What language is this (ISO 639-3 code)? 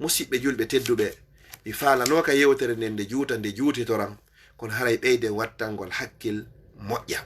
ful